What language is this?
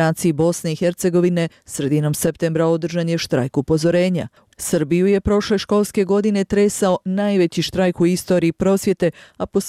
Bosnian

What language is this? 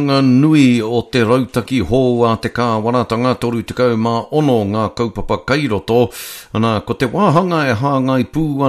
Māori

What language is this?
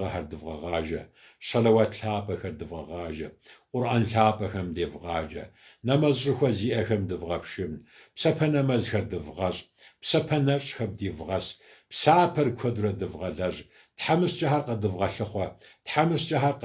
Kabardian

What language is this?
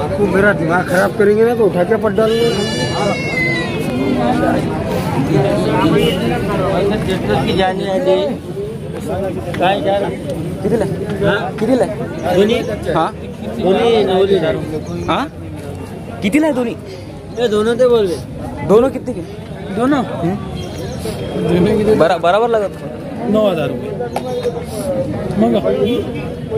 Marathi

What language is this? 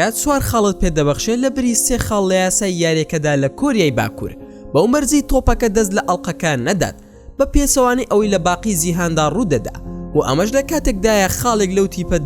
Central Kurdish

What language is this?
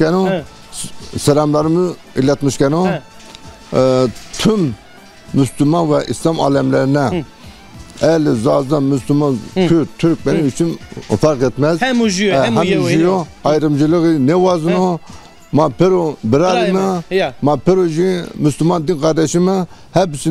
Zaza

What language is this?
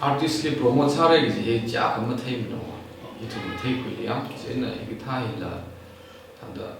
Tangkhul Naga (India)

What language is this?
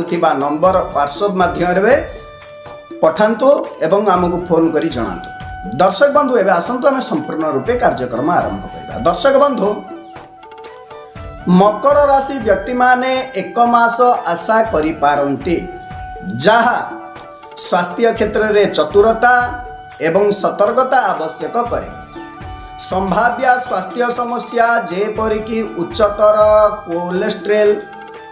Odia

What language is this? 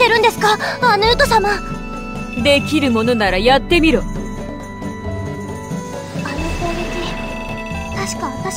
Japanese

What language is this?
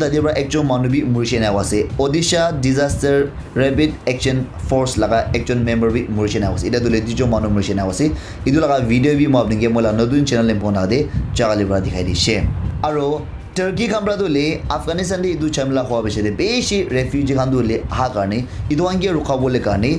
Naga Pidgin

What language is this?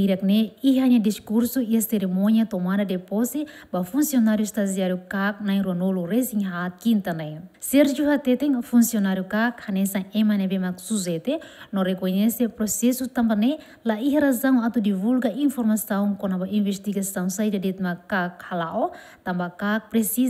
Tetum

